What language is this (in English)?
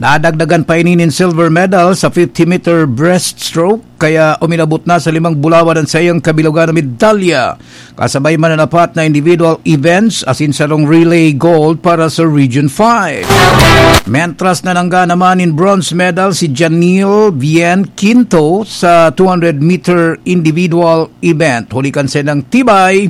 Bikol